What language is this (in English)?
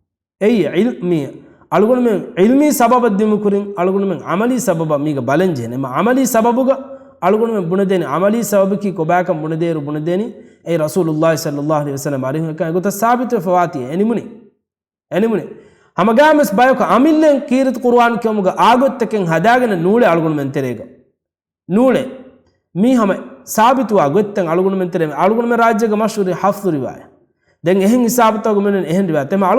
Divehi